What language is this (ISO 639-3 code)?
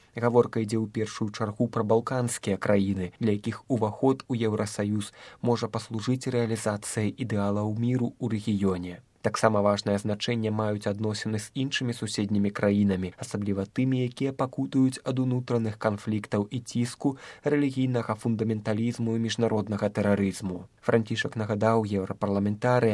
bel